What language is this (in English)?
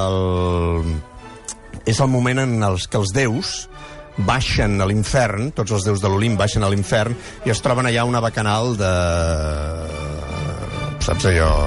Catalan